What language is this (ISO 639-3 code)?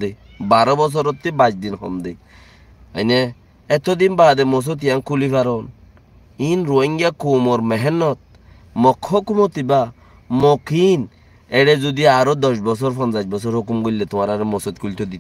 rhg